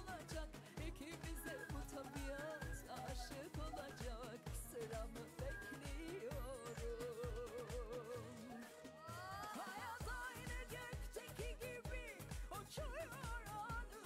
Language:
Turkish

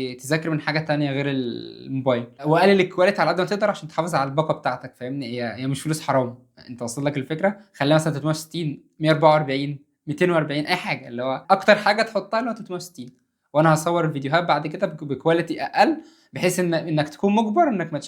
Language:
Egyptian Arabic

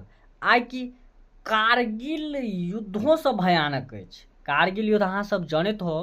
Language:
Maithili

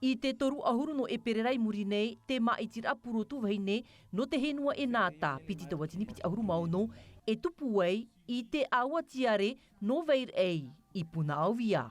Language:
Tahitian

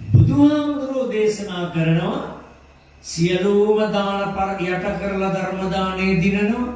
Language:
Sinhala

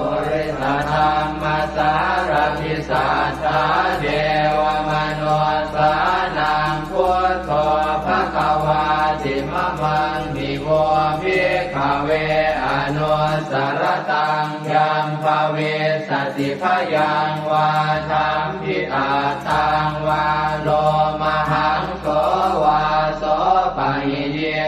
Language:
Pali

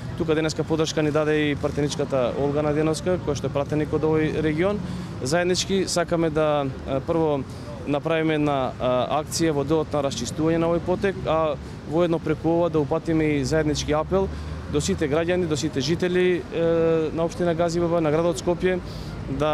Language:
Macedonian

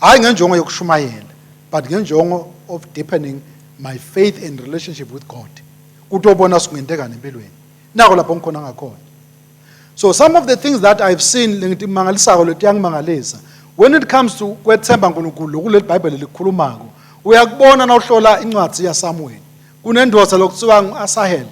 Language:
Swati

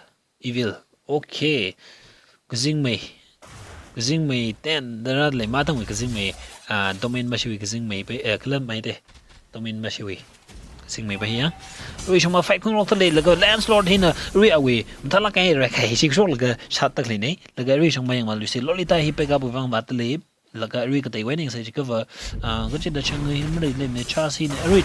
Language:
Tangkhul Naga (India)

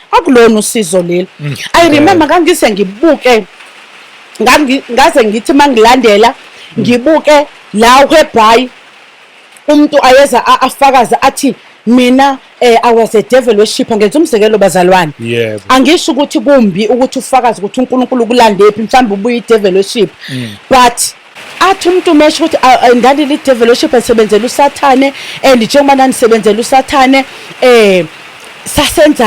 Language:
Zulu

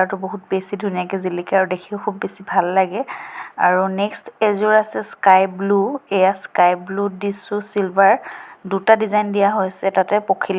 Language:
Assamese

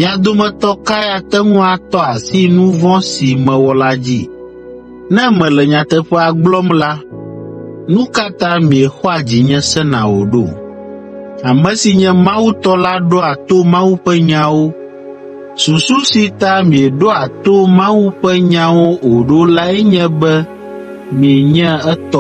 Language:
Ewe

